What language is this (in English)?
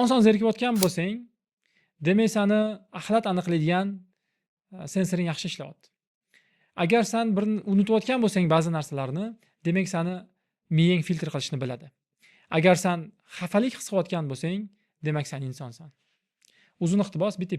Uzbek